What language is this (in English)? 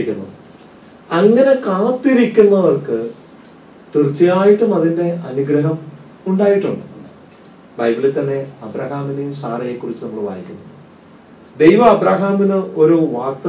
Malayalam